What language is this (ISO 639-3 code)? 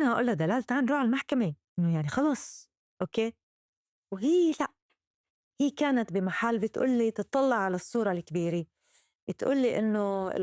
apc